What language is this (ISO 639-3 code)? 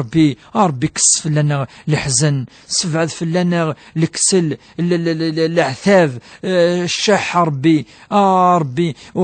kab